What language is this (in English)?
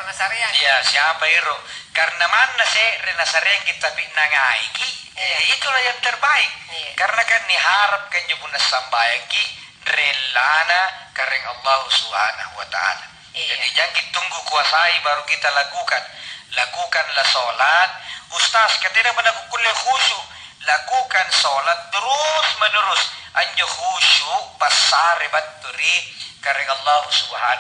Makasar